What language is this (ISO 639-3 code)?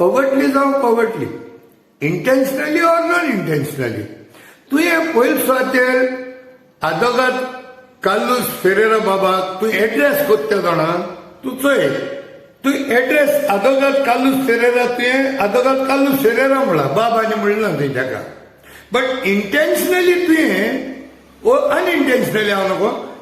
kok